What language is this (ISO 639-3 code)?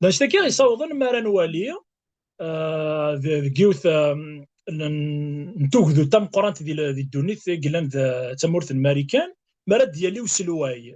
kab